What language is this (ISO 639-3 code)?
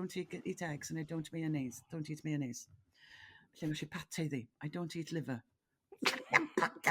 cym